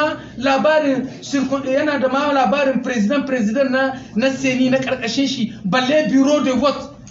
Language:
Hausa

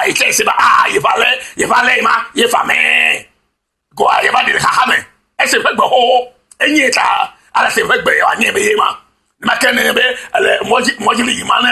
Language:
Ewe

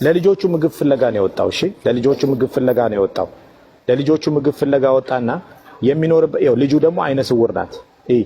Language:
Amharic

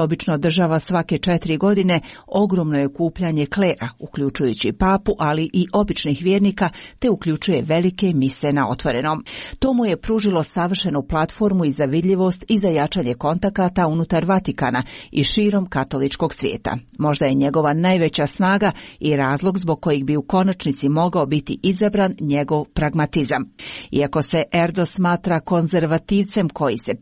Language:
Croatian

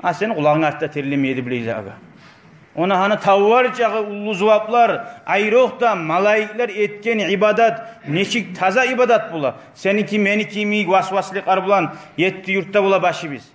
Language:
Kumyk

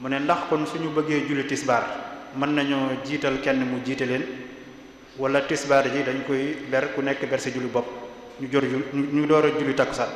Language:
Wolof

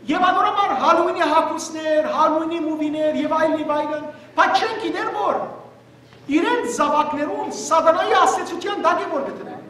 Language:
Western Armenian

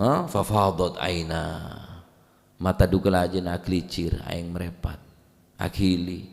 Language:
Madurese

